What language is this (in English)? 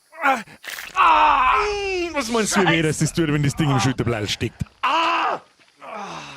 Bavarian